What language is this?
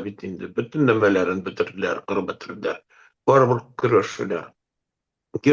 Bashkir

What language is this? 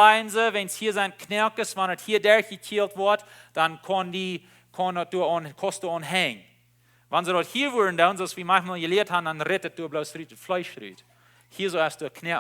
Plautdietsch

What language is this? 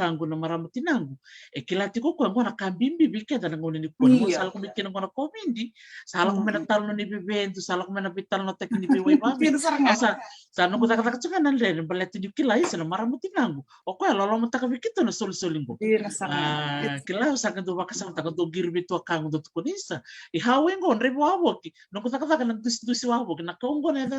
Fijian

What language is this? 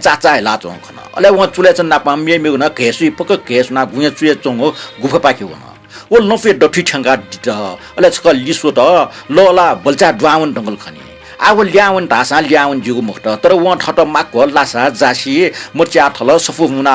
Newari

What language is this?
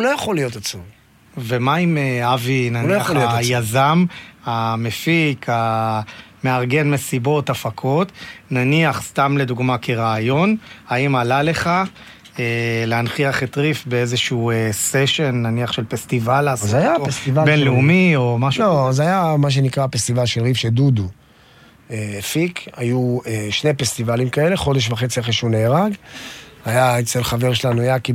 Hebrew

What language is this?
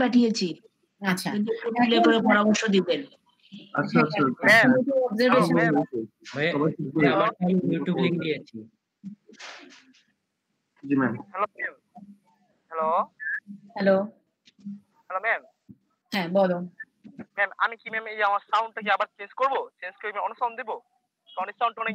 Bangla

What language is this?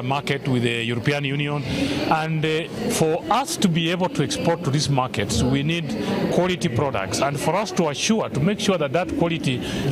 Gusii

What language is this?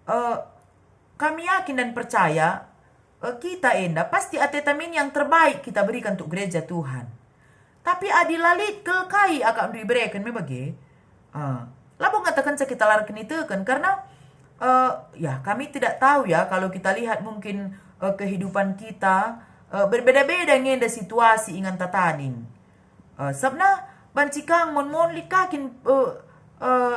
Batak Karo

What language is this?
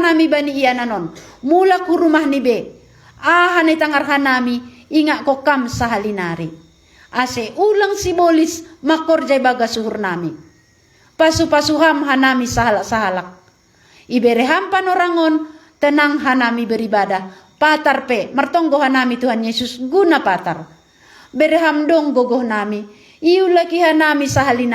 Batak Simalungun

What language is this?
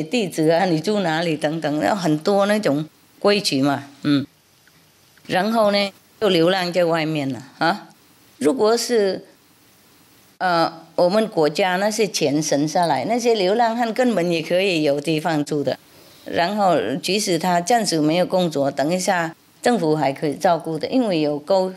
Chinese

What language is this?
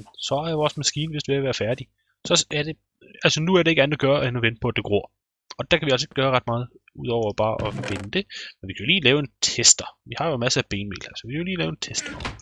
Danish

